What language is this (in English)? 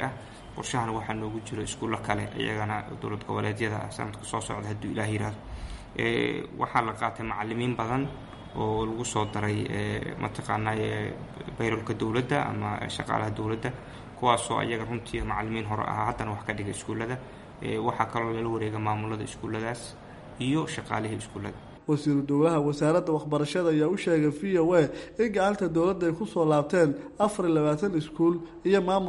Somali